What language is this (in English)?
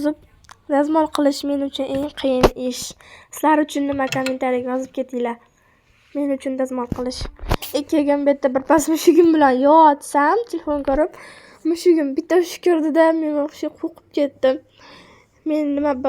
Uzbek